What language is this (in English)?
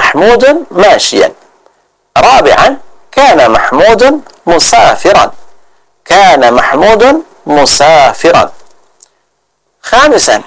Indonesian